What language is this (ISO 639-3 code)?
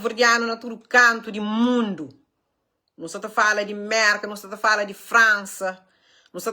kea